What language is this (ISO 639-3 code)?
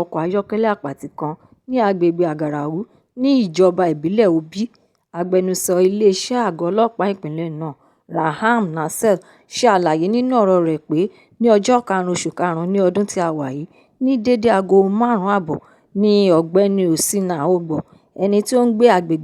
yor